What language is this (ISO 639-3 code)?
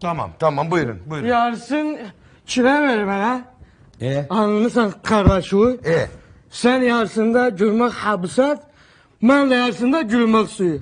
azb